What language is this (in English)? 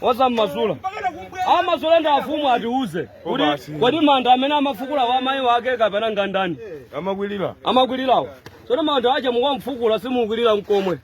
Nyanja